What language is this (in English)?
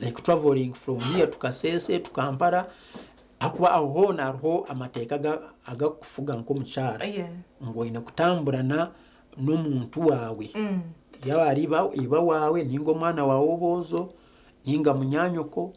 Nyankole